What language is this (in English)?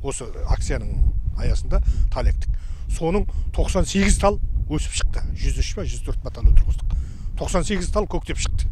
Kazakh